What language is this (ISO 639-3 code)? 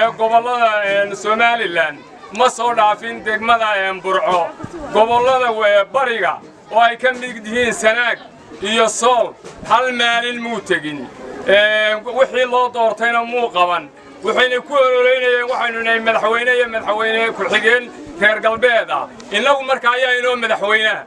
som